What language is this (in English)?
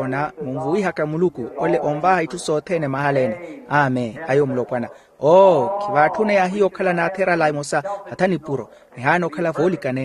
Makhuwa